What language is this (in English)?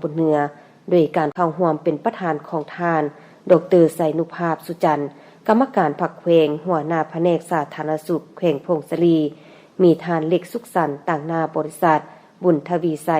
Lao